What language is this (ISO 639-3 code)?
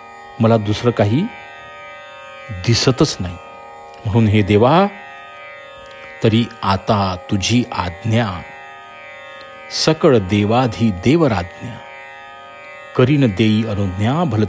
mar